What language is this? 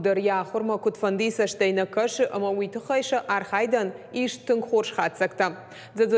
Ossetic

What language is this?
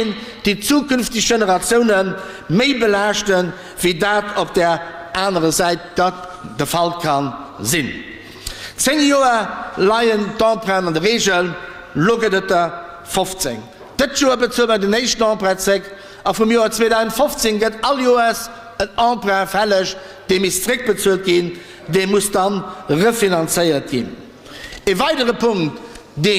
Luxembourgish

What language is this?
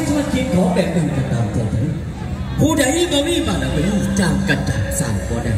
Thai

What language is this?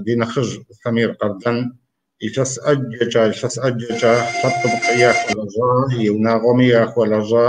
Kabardian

